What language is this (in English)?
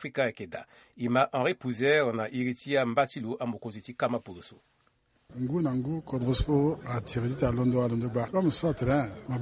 Sango